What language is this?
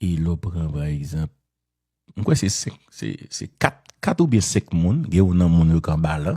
Haitian Creole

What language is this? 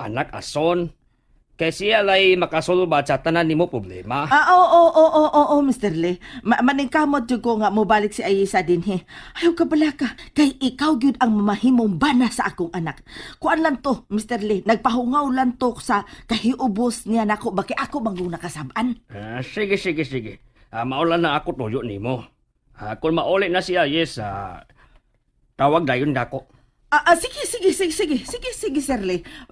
Cebuano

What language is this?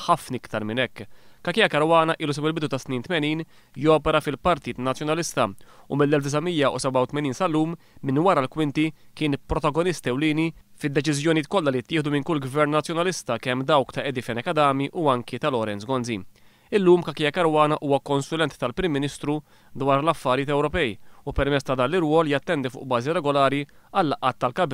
Maltese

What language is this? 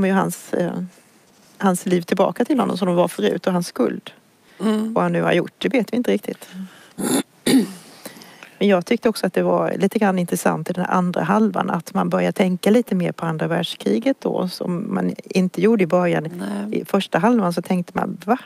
Swedish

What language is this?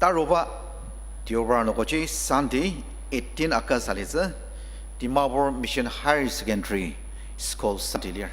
Ao Naga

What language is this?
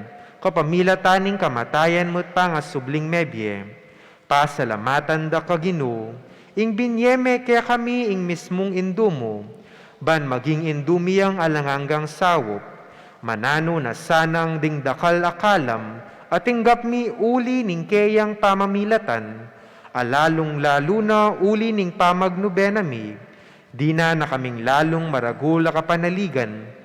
Pampanga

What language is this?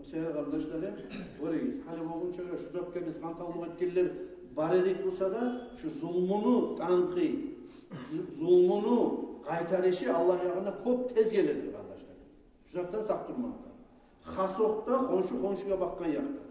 Kumyk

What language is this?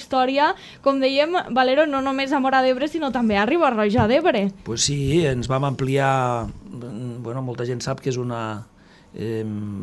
Catalan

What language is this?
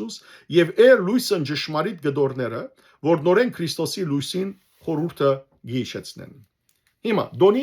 Western Armenian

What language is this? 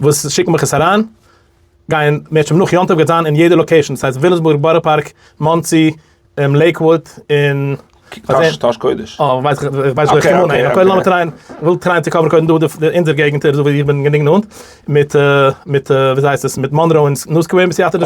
Yiddish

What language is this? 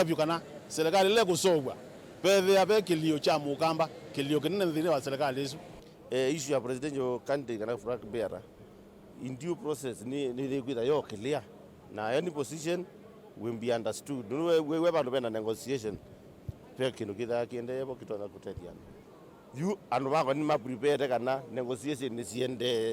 Kamba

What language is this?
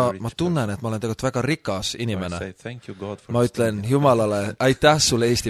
Estonian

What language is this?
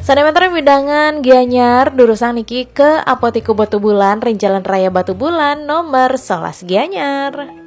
Balinese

